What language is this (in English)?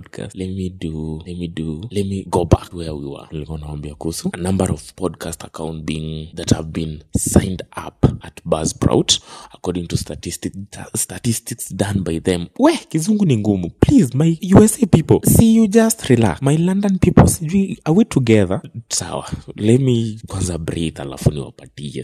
Swahili